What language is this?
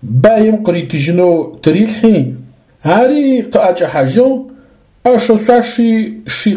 Adyghe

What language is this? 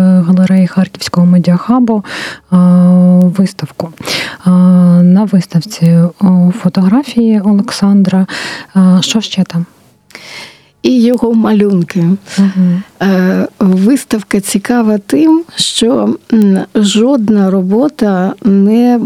Ukrainian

